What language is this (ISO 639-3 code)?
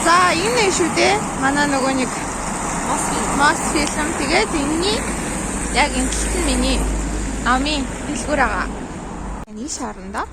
mon